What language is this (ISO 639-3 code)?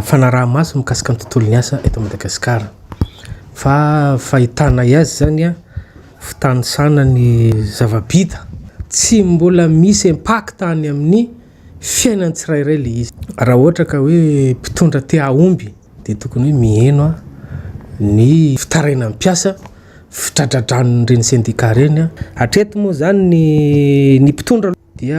mlg